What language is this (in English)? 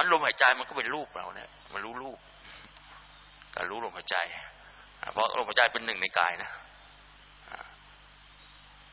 Thai